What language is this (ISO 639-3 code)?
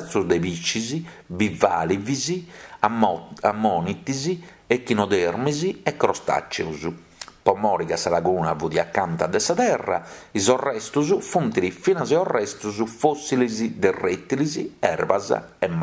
srd